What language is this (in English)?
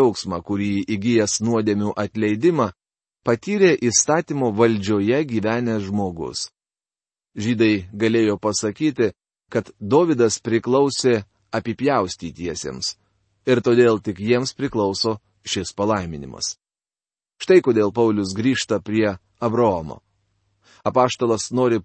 Lithuanian